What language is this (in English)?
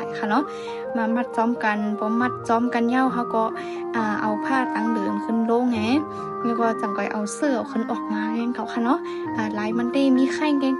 Shan